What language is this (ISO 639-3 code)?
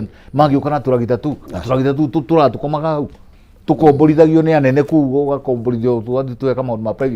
kik